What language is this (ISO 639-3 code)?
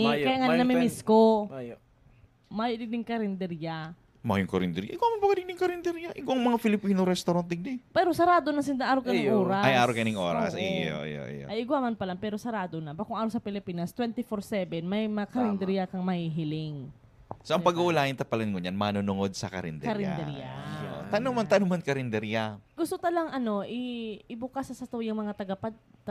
bik